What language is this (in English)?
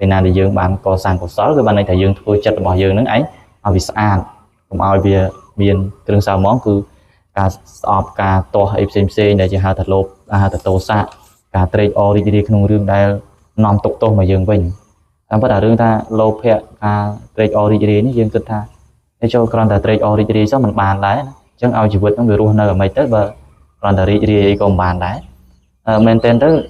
Khmer